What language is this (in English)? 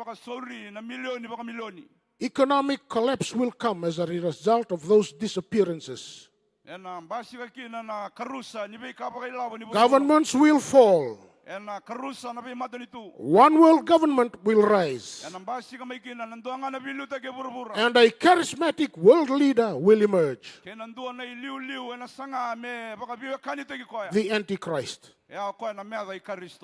Fijian